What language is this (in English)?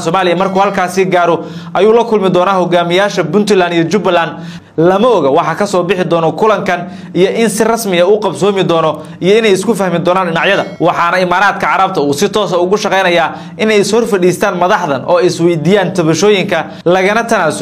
Somali